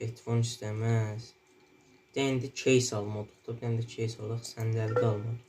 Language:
South Azerbaijani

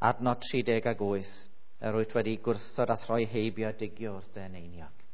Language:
Welsh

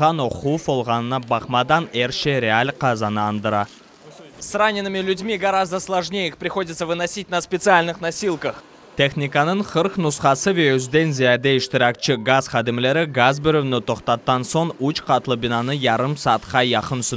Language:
Crimean Tatar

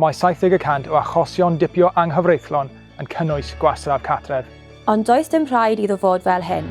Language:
Welsh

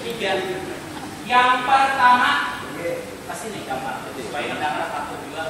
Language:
Banjar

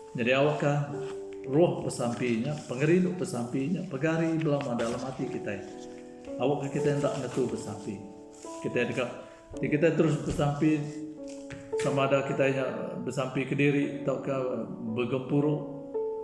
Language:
Iban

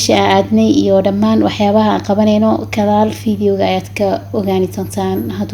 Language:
Somali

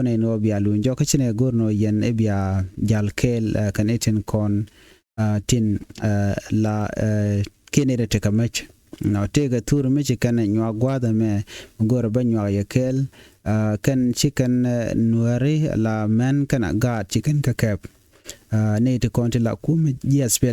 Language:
Nuer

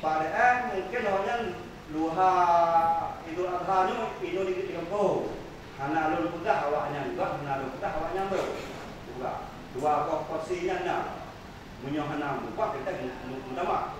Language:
Achinese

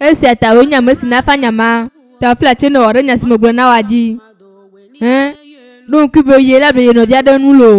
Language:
Ewe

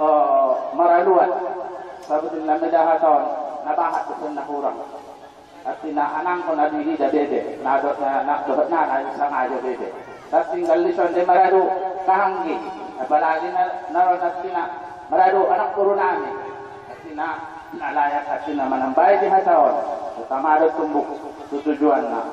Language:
Batak Angkola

